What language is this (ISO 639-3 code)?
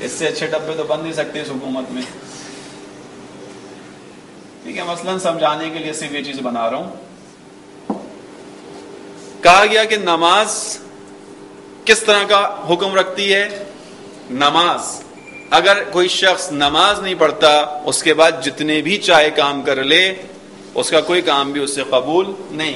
urd